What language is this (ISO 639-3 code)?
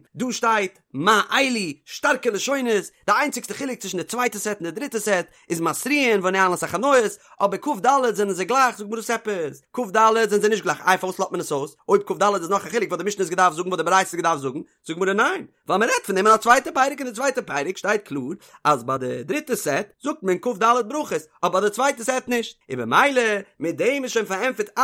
yid